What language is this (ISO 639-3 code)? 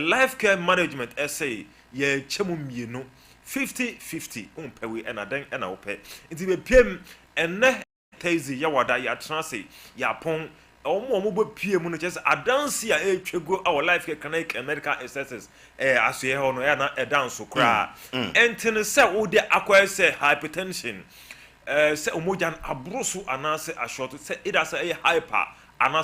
aka